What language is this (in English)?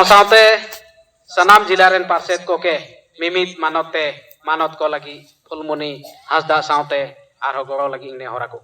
Santali